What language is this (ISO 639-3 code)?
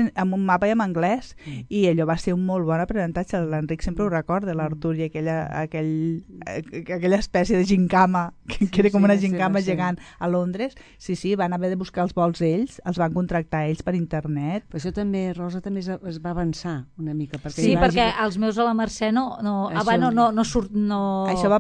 cat